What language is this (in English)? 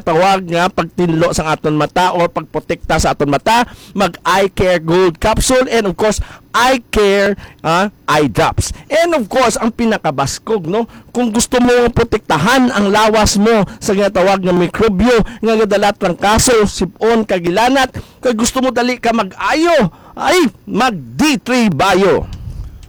Hiligaynon